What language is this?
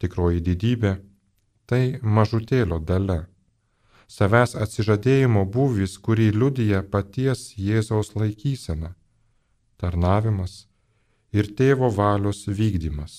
Lithuanian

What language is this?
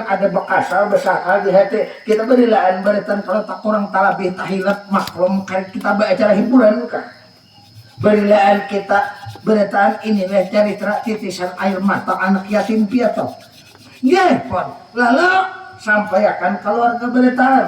Banjar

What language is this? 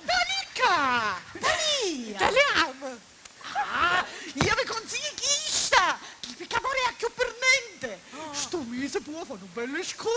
Sicilian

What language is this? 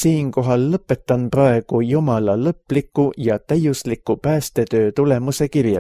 Estonian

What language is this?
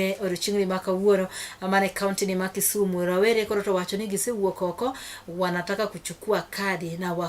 Luo (Kenya and Tanzania)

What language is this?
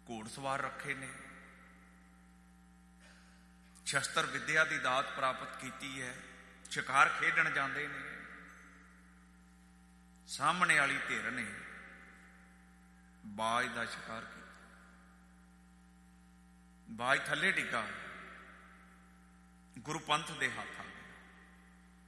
Punjabi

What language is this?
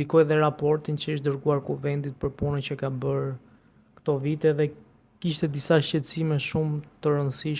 Albanian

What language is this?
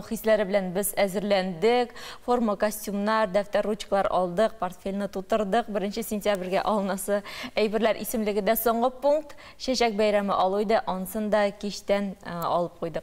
Tatar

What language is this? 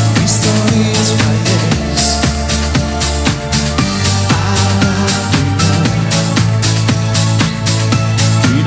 Greek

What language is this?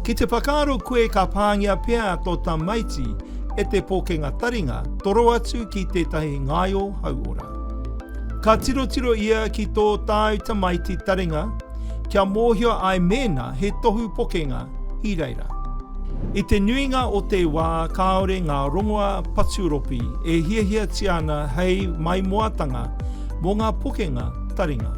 Māori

